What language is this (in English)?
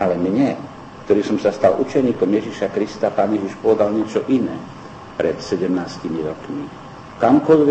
Slovak